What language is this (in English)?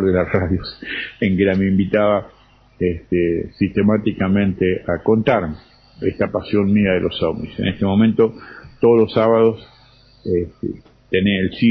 Spanish